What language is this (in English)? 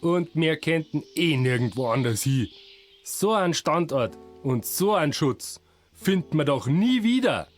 Bavarian